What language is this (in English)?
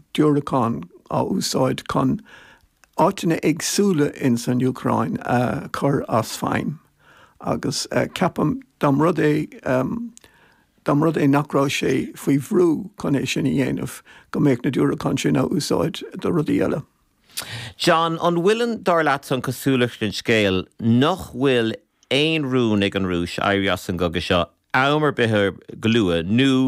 Irish